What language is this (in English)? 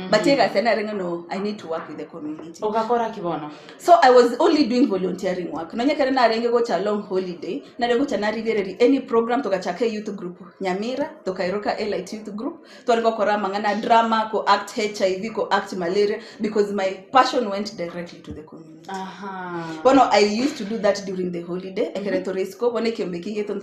Gusii